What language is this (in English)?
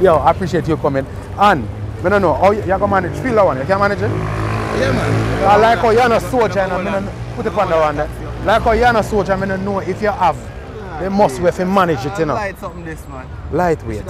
Jamaican Creole English